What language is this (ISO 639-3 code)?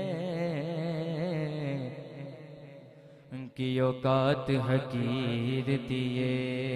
hin